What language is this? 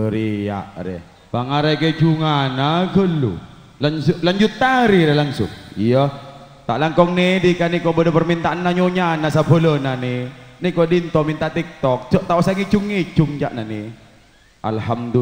Madurese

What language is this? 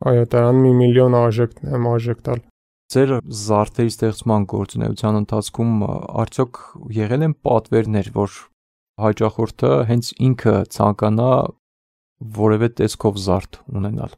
Armenian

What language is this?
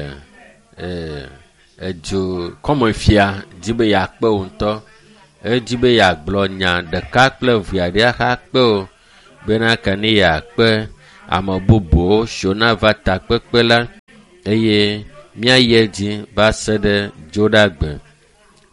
Ewe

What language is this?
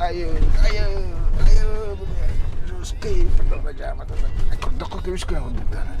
Yakut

